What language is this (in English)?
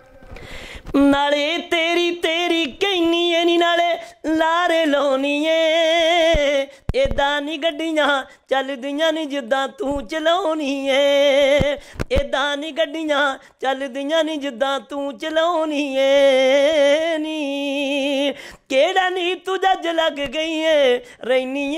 Punjabi